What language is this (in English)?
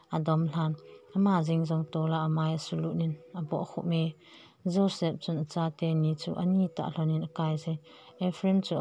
Thado Chin